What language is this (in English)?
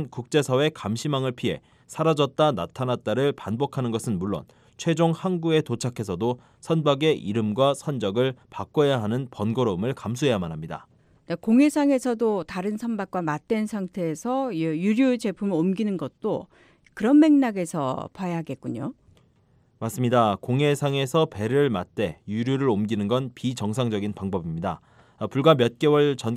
Korean